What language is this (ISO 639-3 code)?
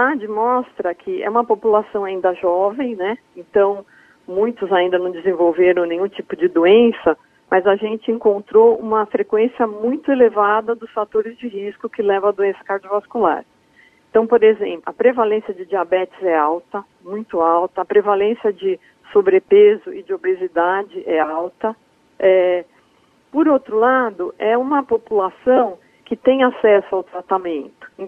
por